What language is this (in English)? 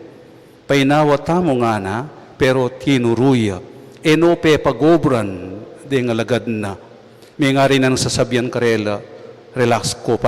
Pampanga